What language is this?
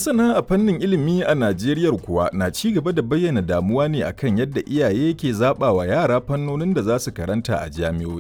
Hausa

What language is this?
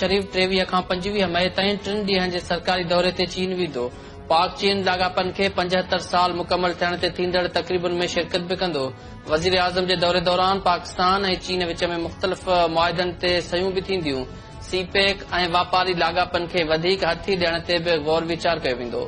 Sindhi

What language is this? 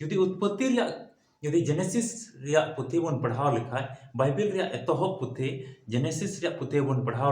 Santali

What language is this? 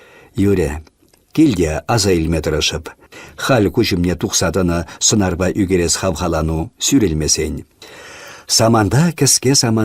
Chuvash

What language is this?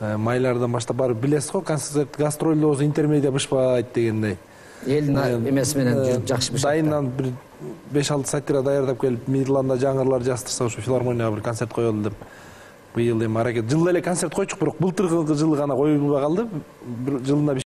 Kyrgyz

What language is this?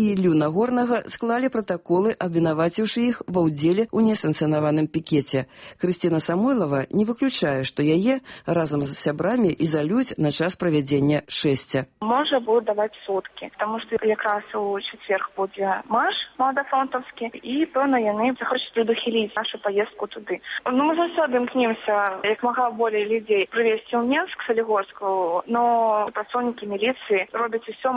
Belarusian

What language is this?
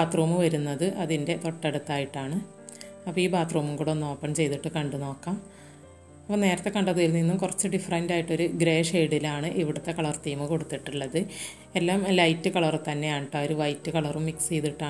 Malayalam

